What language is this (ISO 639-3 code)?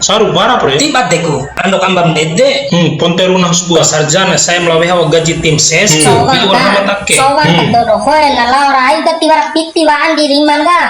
bhp